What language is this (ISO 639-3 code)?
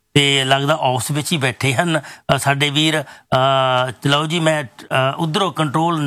pan